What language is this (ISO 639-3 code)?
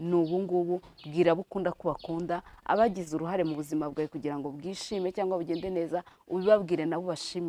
kin